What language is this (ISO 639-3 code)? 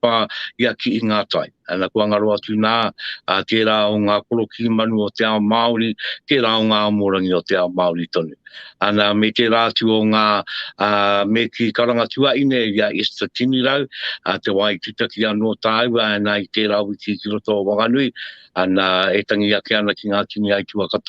mri